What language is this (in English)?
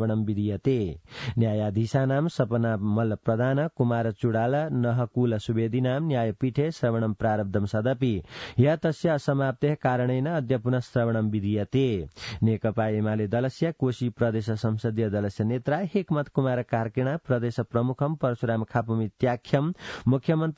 Sanskrit